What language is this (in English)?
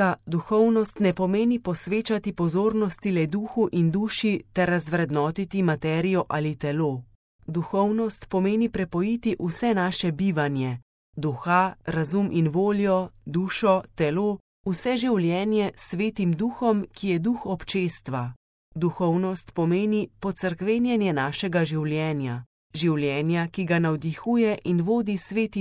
Slovenian